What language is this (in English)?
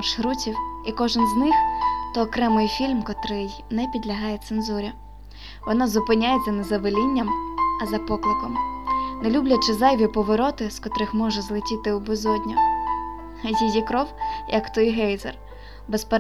Ukrainian